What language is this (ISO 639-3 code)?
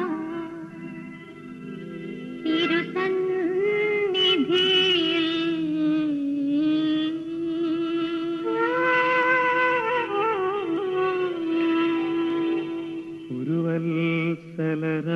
mal